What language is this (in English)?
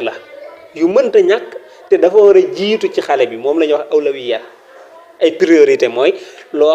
Wolof